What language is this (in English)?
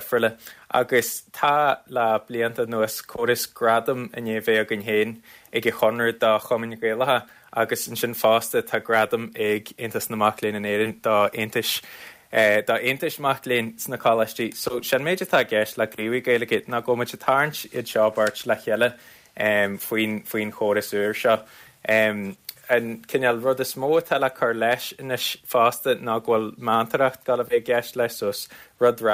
Irish